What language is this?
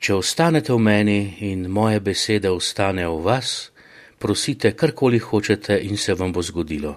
Slovenian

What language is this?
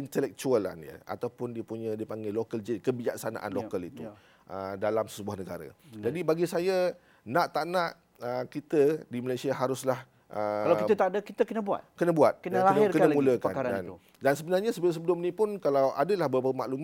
Malay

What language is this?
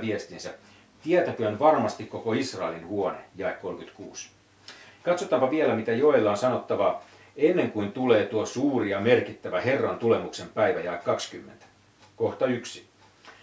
Finnish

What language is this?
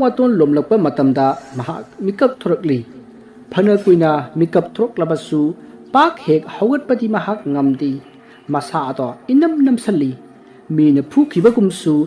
Manipuri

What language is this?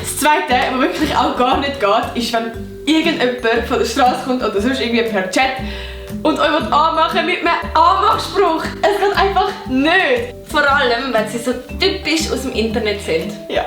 Swiss German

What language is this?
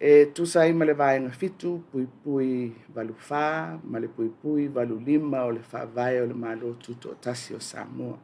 Samoan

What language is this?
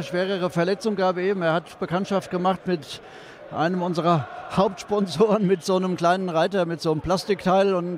German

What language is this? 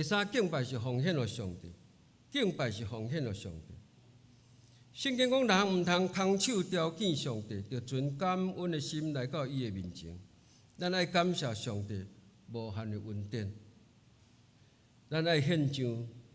Min Nan Chinese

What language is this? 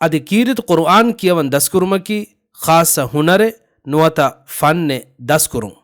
Divehi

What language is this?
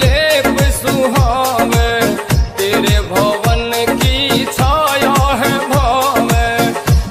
Haryanvi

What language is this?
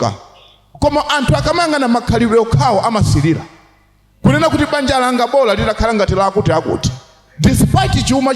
Nyanja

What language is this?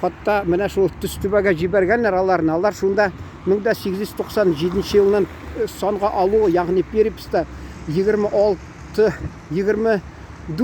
Tatar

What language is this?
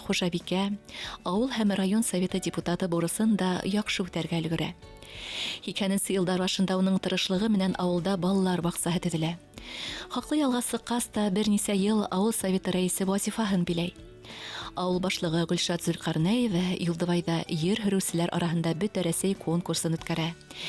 Bashkir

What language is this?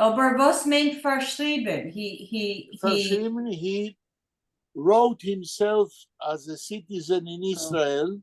Yiddish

